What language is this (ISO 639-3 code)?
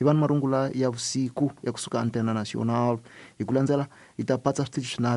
tso